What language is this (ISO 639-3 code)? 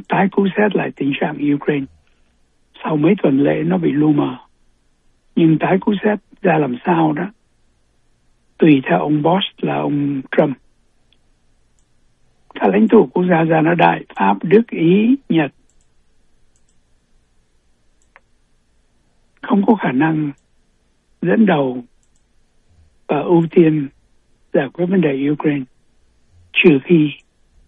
vie